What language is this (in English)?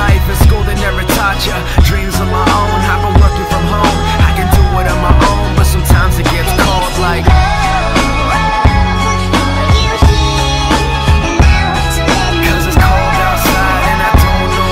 English